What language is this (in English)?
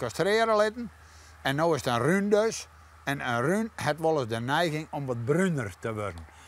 Western Frisian